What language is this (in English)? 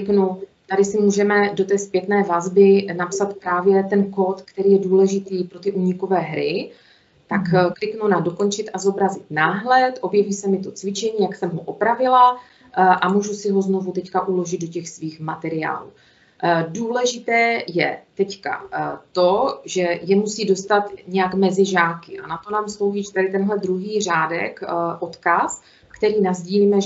Czech